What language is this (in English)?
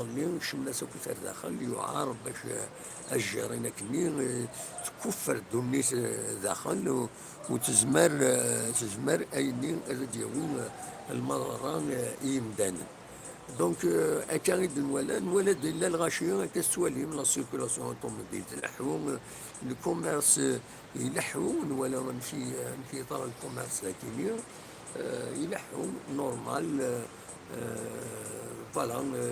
Kabyle